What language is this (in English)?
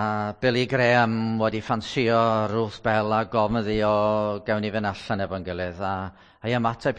Welsh